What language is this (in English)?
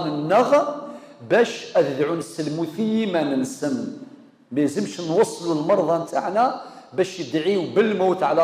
Kabyle